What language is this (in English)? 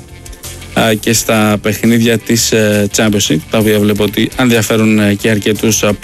Greek